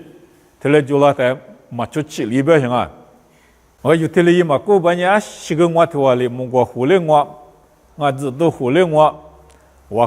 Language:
Lisu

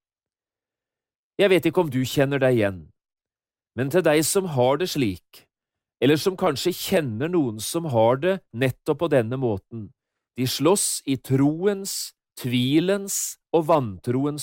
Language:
Norwegian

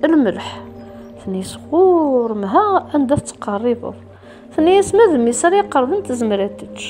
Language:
Kabyle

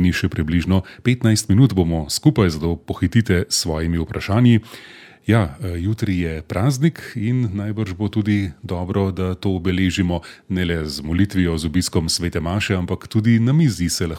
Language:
Slovenian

